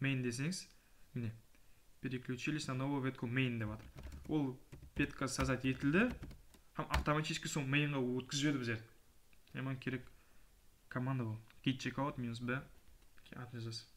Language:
Kara-Kalpak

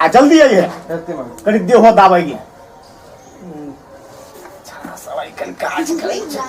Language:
Maithili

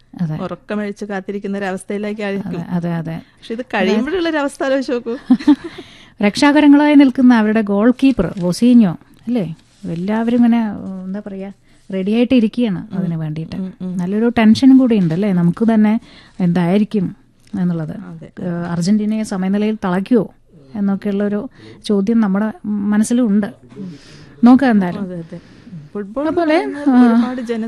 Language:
Malayalam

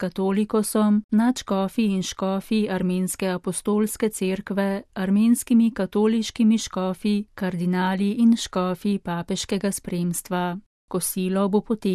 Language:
Slovenian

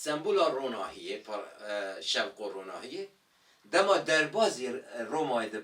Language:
Kurdish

